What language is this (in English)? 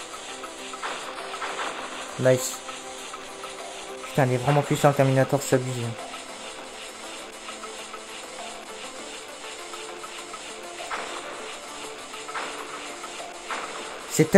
French